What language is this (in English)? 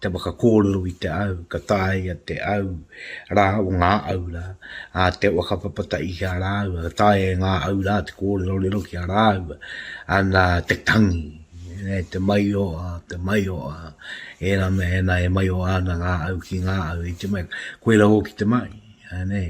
Māori